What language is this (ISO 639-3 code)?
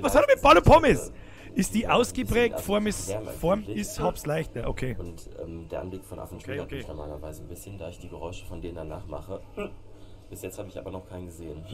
bar